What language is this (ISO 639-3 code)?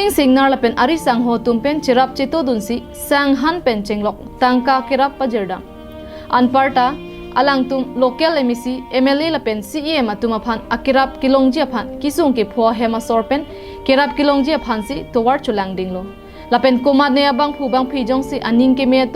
mjw